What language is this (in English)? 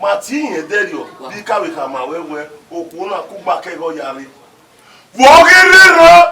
Bini